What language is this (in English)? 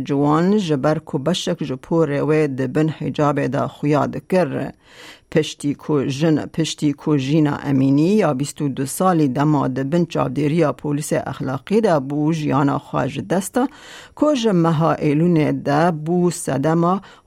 Kurdish